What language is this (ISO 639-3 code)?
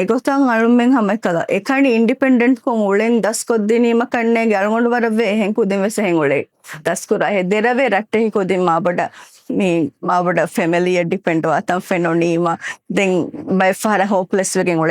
div